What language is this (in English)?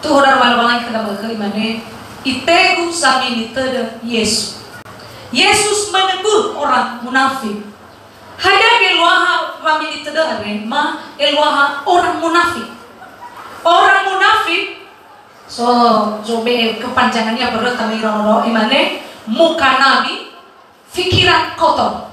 Nias